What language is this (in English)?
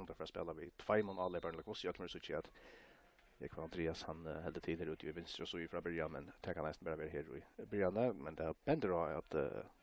Faroese